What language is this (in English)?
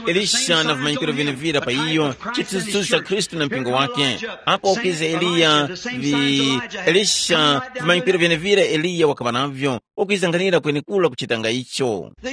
Tumbuka